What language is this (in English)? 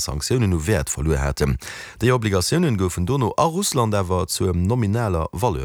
Luxembourgish